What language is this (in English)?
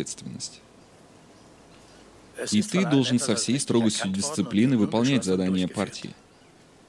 Russian